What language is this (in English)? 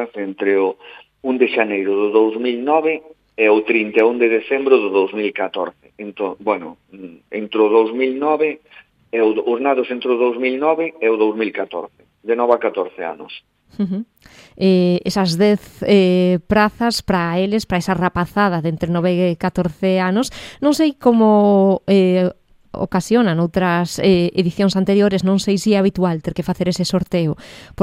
Galician